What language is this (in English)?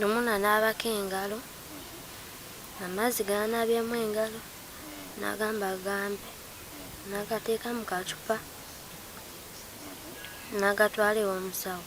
Ganda